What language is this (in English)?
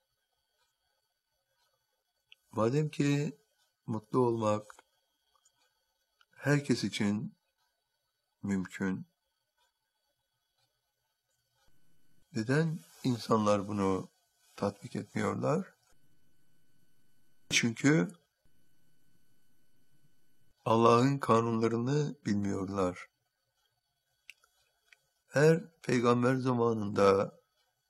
Turkish